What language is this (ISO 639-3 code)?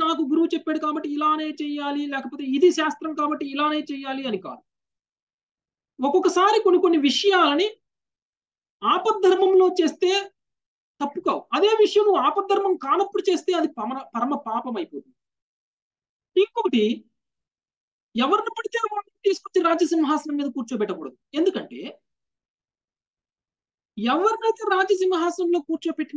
tel